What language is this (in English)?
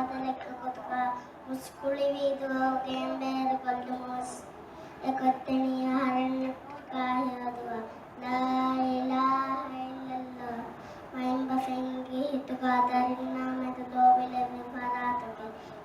Divehi